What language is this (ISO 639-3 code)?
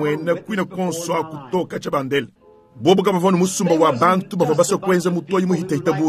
lua